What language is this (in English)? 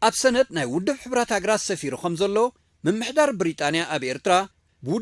Tigrinya